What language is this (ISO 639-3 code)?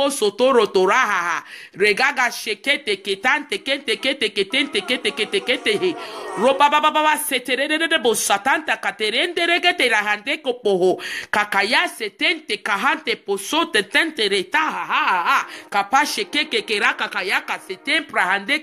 eng